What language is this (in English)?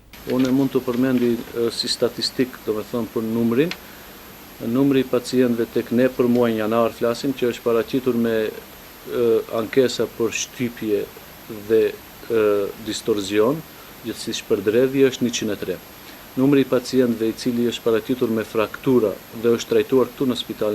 Albanian